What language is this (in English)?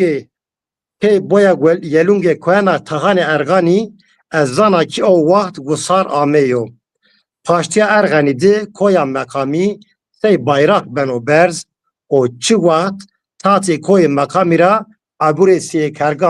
Zaza